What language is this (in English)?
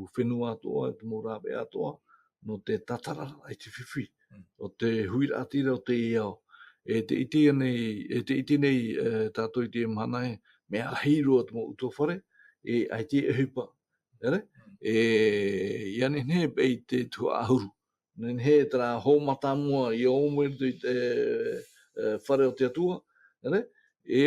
Tahitian